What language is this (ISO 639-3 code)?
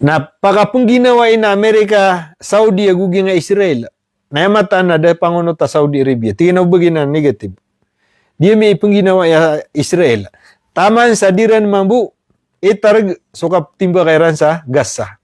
mrw